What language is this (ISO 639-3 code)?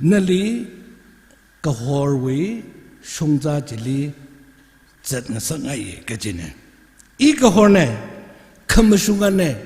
nmf